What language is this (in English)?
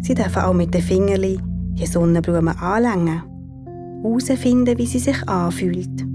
Swiss German